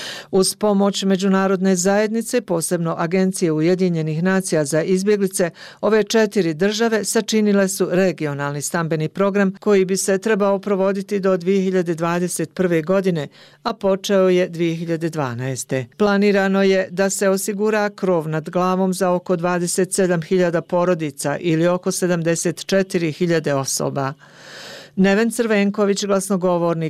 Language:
Bosnian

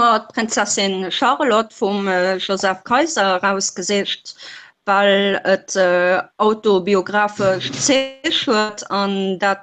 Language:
Luxembourgish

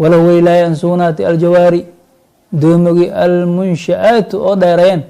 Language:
Somali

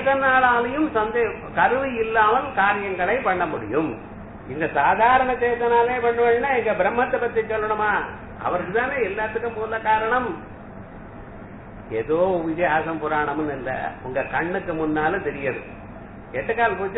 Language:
Tamil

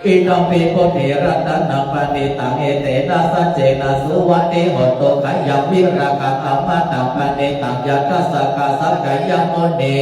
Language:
Pali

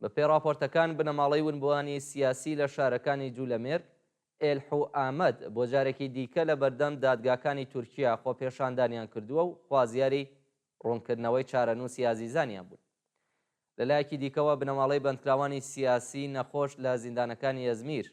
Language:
Central Kurdish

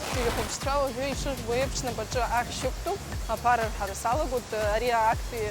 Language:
Abkhazian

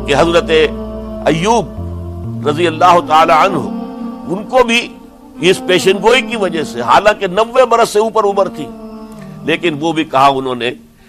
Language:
Urdu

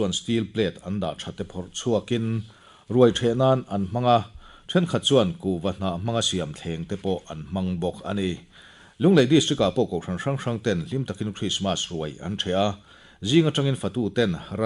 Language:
Mizo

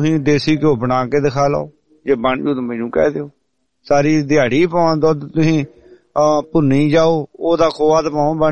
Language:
Punjabi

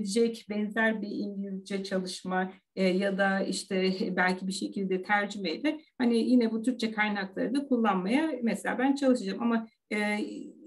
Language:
Turkish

